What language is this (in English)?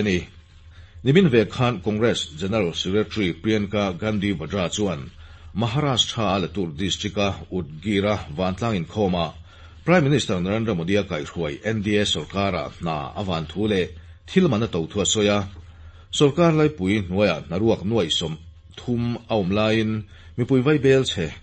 Mizo